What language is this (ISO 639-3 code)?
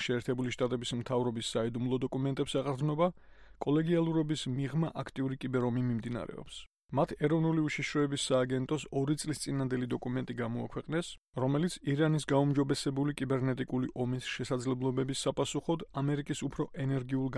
kat